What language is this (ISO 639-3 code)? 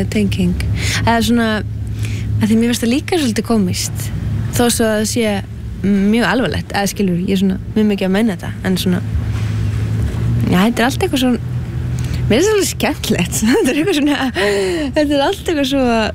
isl